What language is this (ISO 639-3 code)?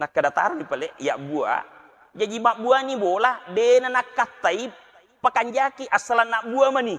bug